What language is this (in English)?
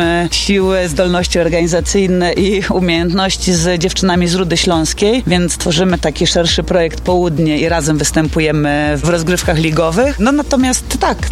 Polish